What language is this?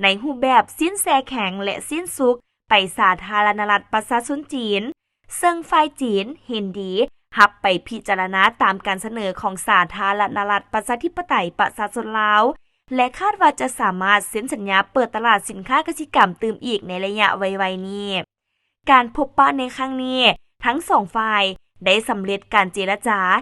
Lao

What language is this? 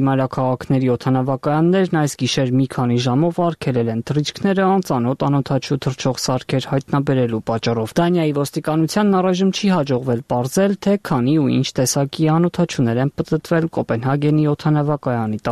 Armenian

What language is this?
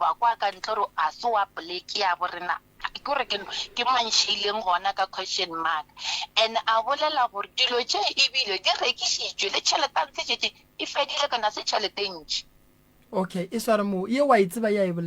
Northern Sotho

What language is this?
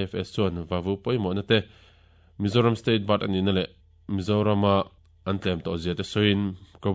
Mizo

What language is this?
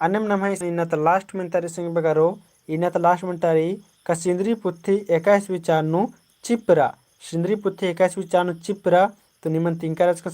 Kurukh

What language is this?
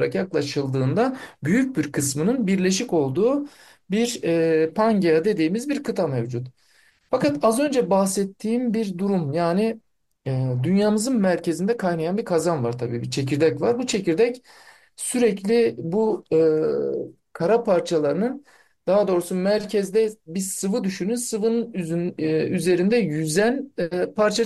Turkish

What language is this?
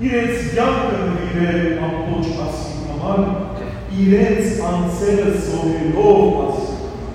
Western Armenian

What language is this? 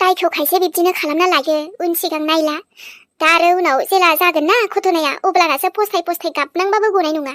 Bodo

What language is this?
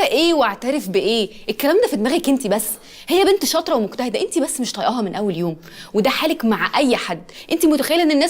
Egyptian Arabic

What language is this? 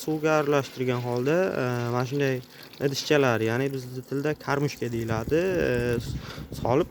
Uzbek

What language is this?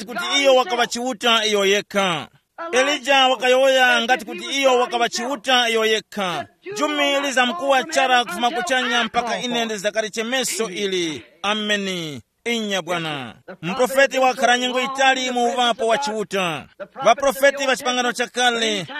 Tumbuka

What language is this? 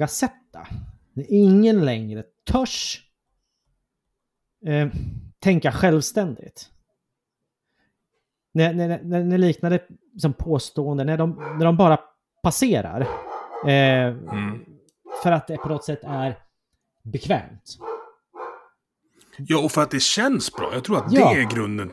Swedish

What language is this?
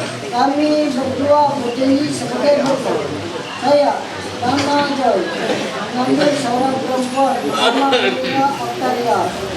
Ma'anyan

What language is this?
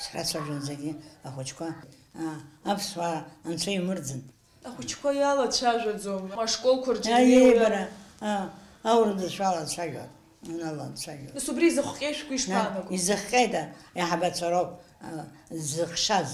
Abkhazian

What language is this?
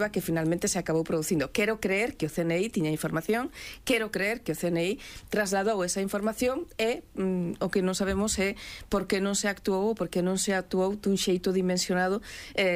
Galician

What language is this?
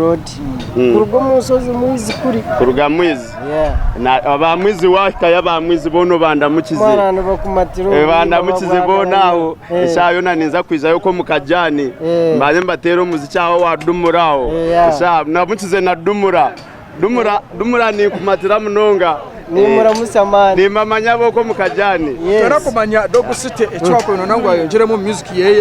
Nyankole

